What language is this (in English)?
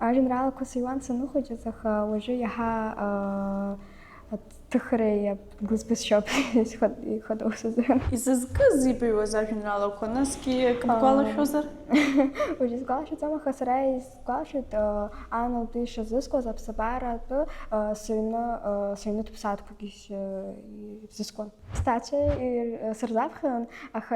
Abkhazian